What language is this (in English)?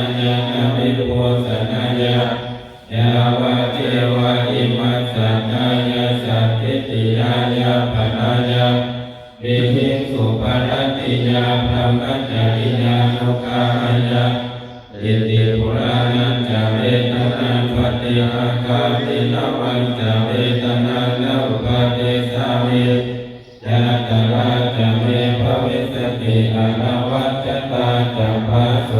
Pali